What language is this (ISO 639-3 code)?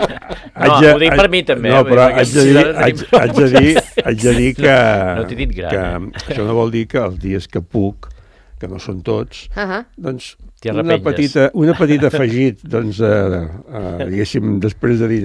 cat